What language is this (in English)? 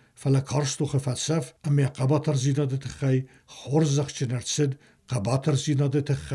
Ossetic